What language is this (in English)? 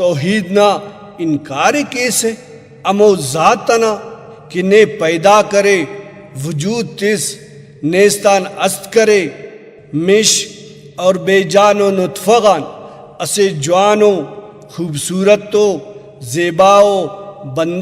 Brahui